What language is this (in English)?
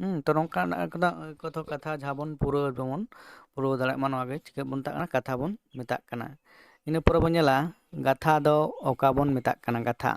Santali